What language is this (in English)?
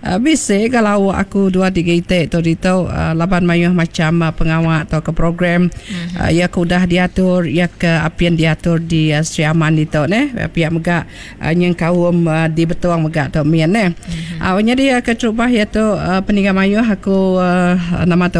Iban